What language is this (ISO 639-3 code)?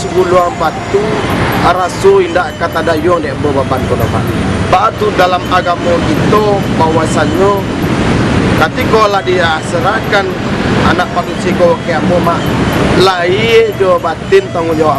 min